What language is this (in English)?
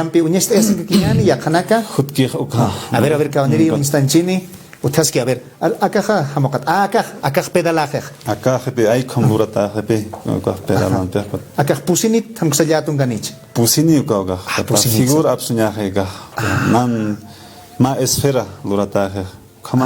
Aymara